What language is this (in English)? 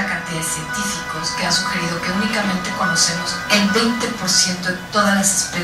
Spanish